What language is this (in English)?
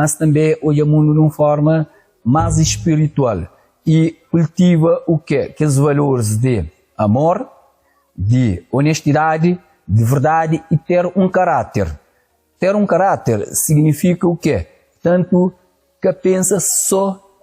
Kabuverdianu